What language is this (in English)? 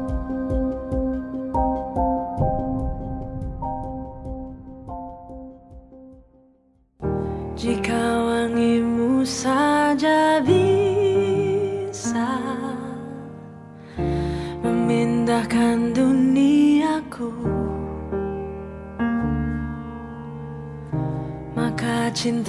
Indonesian